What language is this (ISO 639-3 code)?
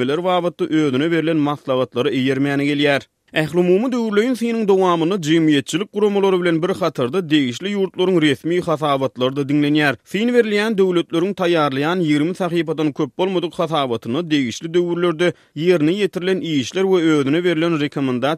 tuk